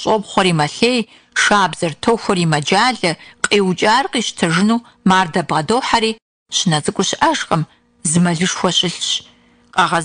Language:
Kabardian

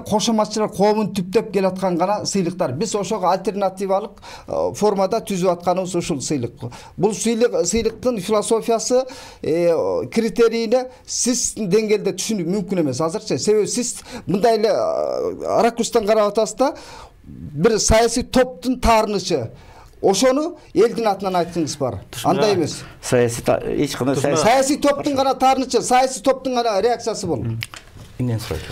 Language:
Kyrgyz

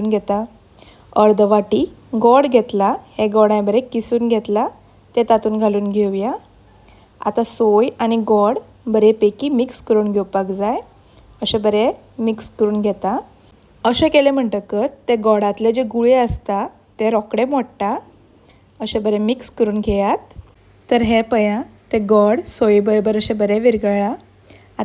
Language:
Konkani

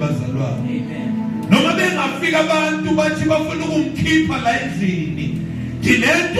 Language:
Zulu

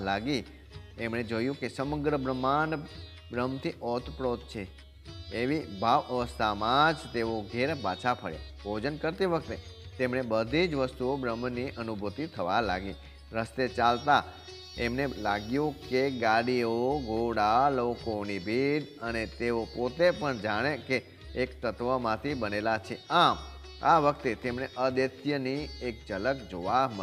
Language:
Gujarati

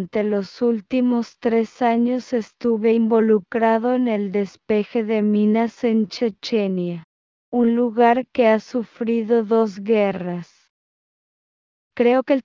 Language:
Spanish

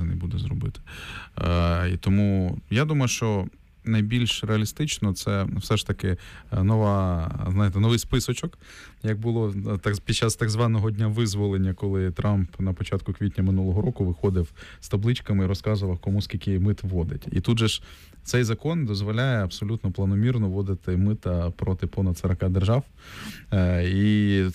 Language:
Ukrainian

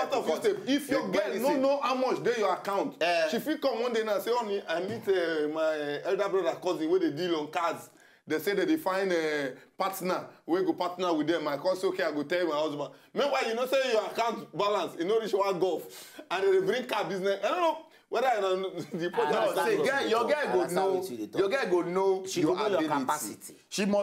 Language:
Nigerian Pidgin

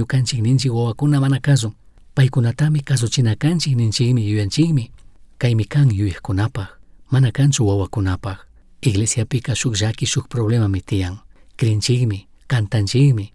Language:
Chimborazo Highland Quichua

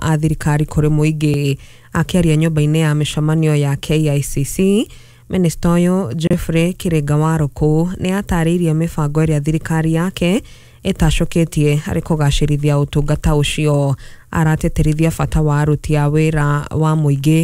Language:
Kikuyu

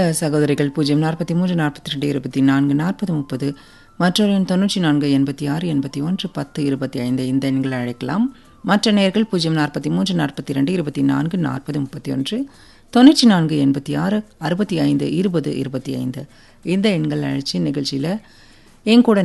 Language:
Tamil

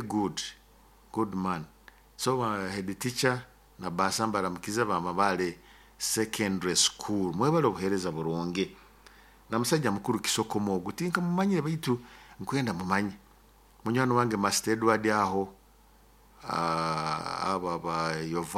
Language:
Nyoro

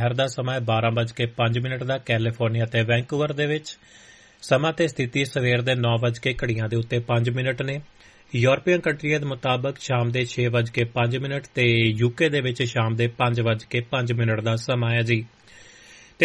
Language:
Punjabi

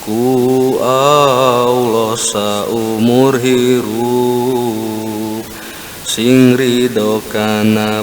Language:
Sundanese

